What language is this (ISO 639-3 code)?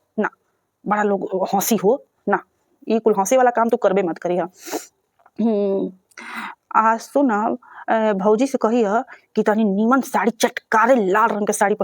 bho